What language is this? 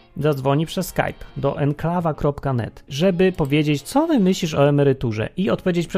Polish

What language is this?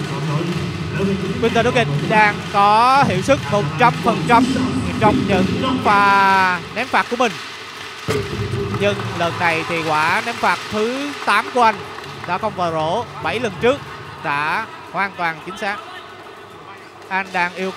Vietnamese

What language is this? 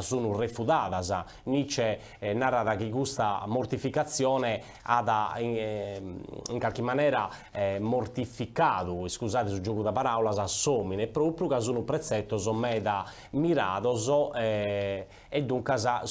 Sardinian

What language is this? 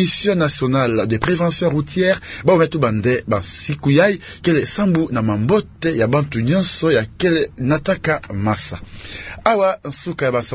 Kituba (Democratic Republic of Congo)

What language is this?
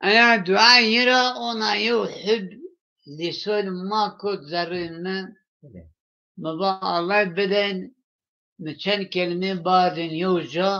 Zaza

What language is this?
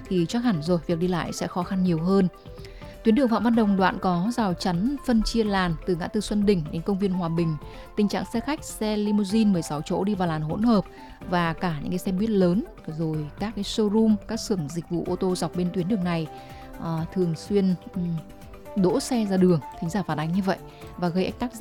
Vietnamese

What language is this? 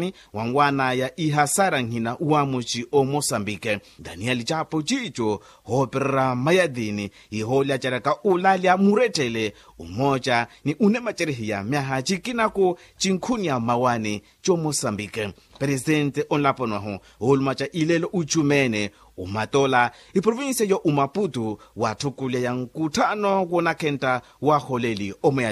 Makhuwa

